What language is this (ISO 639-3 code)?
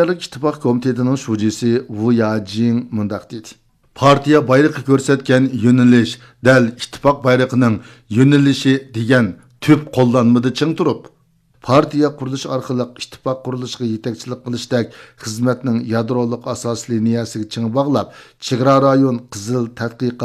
uig